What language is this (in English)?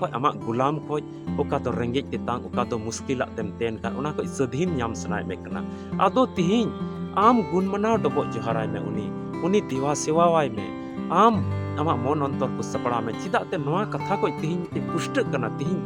Santali